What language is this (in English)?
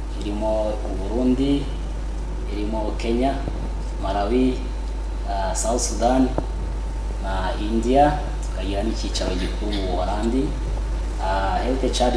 Kinyarwanda